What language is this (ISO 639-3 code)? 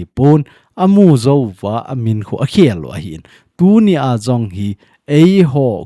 tcz